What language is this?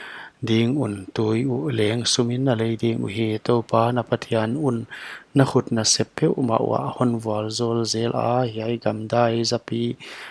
Paite Chin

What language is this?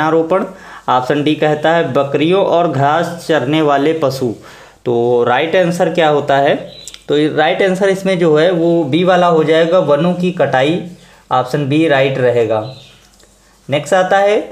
Hindi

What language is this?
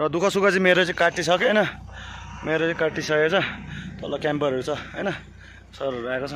Nepali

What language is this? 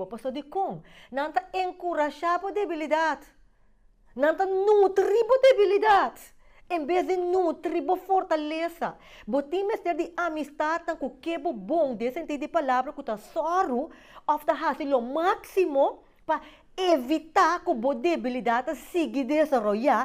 Papiamento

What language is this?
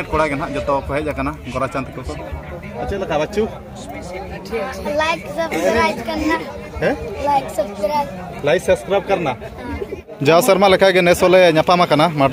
Santali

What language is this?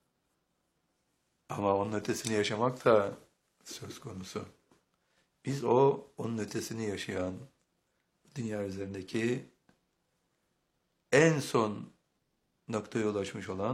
Turkish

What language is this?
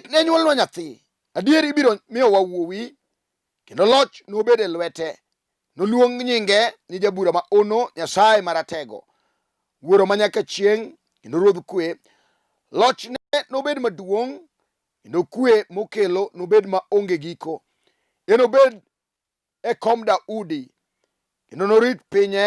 Luo (Kenya and Tanzania)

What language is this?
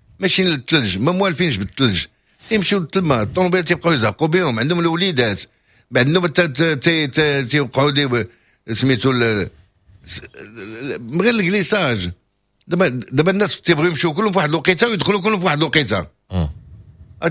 Moroccan Arabic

